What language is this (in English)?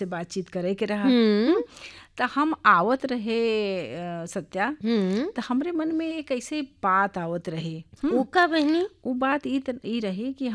Bhojpuri